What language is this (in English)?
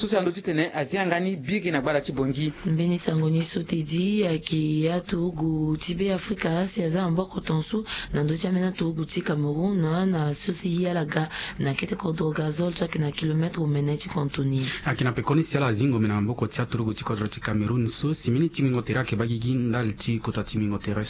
Sango